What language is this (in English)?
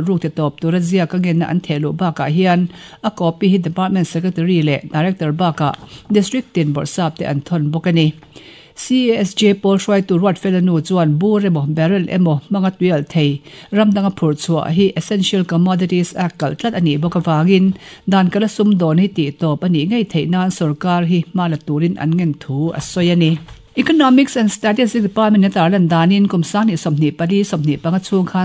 Mizo